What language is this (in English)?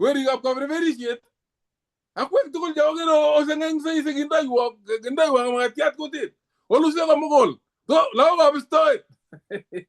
Kalenjin